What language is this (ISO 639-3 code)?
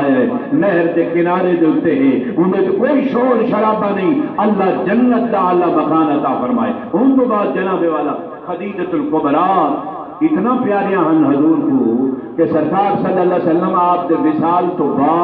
skr